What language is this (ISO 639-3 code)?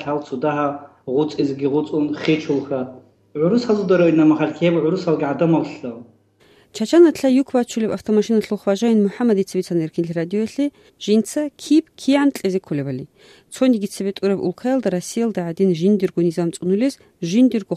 ava